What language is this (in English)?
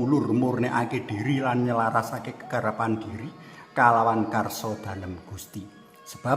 Javanese